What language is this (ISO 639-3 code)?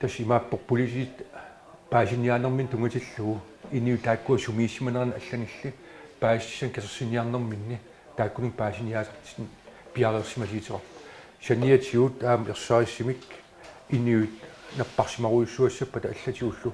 kal